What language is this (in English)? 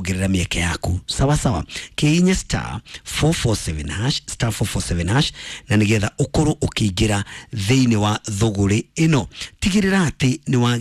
Kikuyu